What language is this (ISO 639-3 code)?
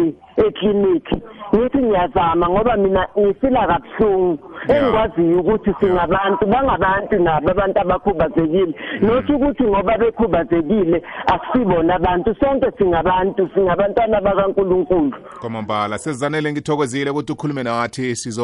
nbl